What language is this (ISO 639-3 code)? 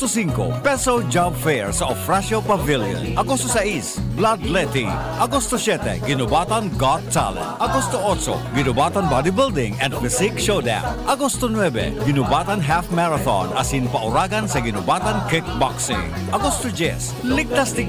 bik